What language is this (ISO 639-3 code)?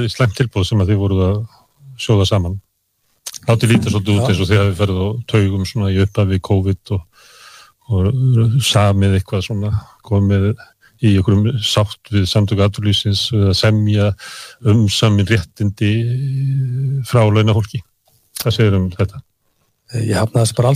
isl